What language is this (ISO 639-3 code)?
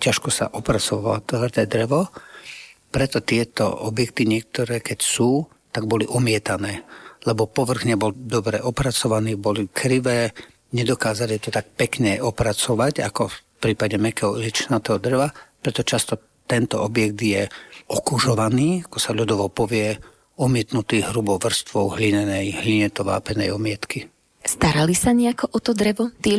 slk